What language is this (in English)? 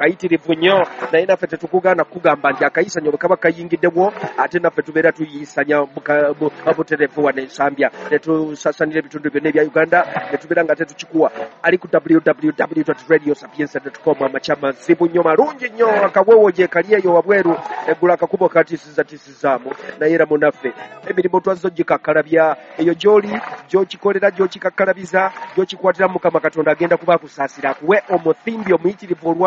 Ganda